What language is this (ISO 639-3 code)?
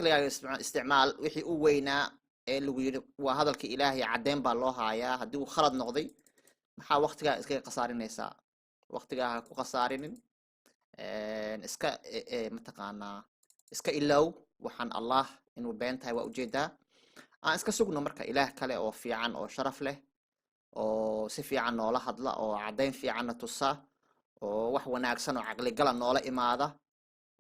som